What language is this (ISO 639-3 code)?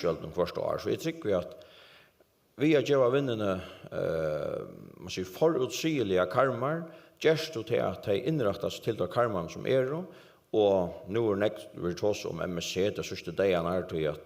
fao